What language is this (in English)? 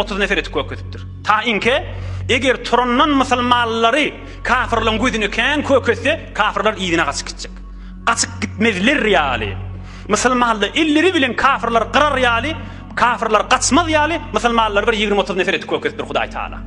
Turkmen